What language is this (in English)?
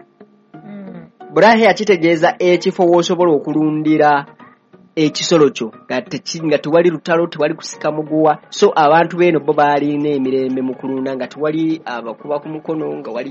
Ganda